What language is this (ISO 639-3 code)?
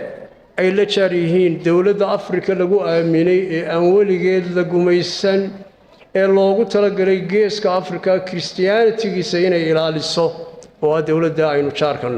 som